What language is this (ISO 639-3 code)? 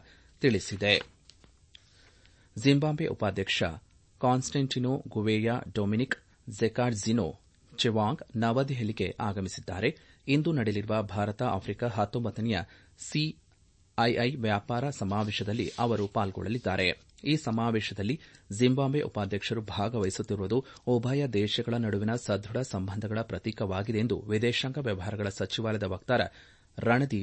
kan